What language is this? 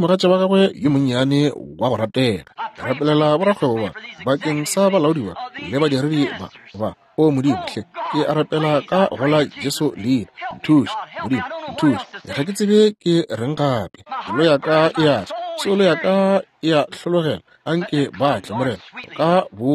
Northern Sotho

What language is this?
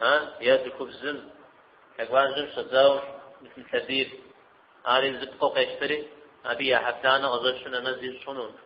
Kabardian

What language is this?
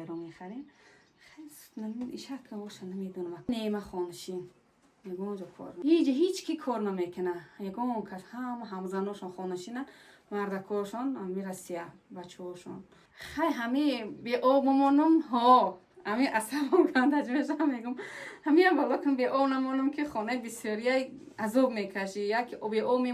Tajik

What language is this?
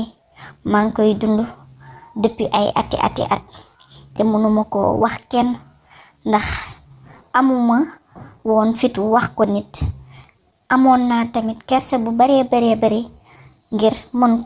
Wolof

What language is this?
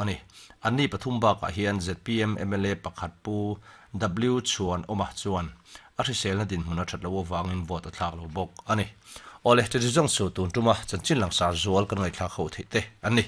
Mizo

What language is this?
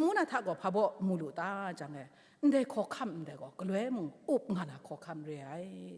Kachin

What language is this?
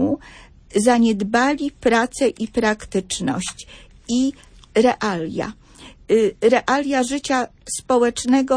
Polish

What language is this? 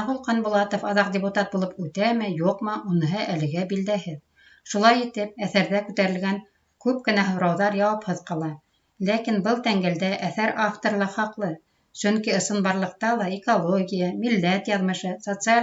Bashkir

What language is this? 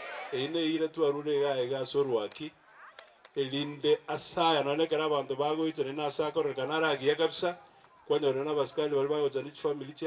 Gusii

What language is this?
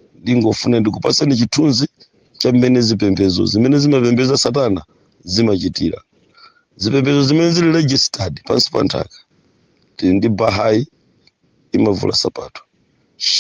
Nyanja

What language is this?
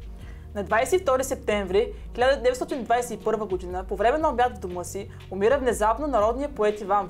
Bulgarian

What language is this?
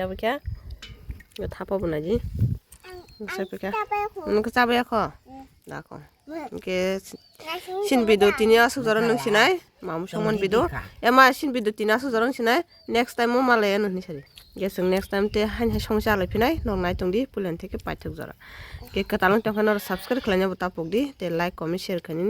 Kok Borok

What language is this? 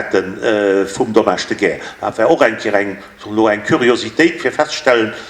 Luxembourgish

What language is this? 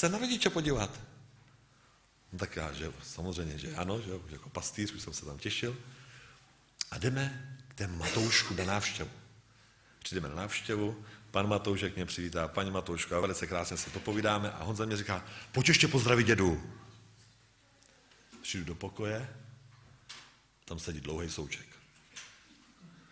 Czech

